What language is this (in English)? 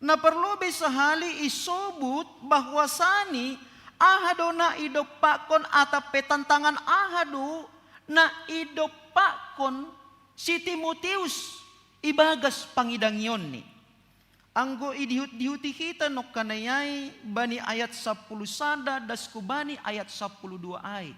Batak Simalungun